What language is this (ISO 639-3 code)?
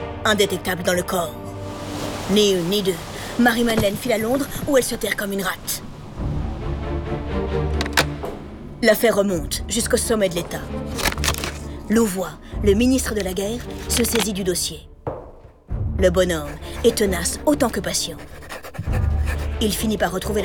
fra